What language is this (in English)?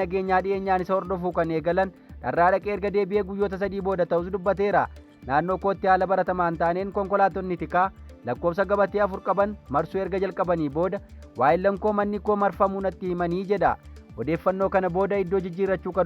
Oromo